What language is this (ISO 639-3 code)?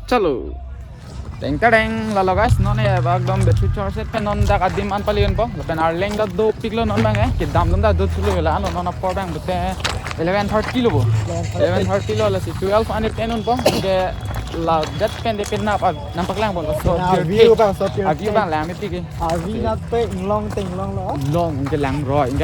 mjw